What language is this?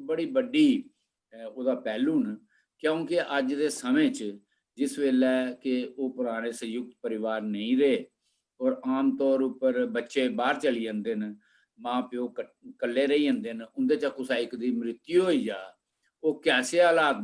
Dogri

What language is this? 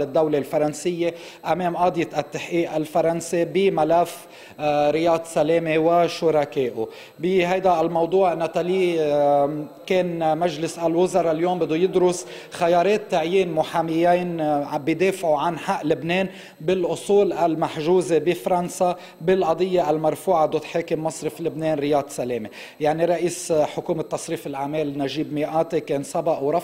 North Levantine Arabic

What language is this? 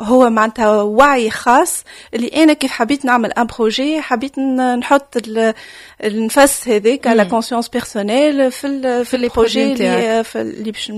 Tunisian Arabic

